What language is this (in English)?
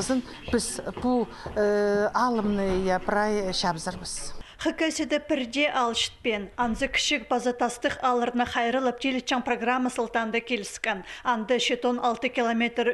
Khakas